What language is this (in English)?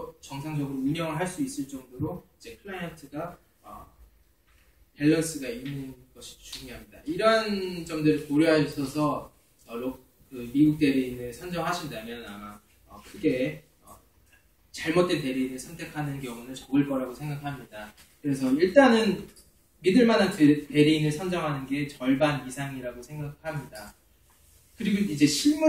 Korean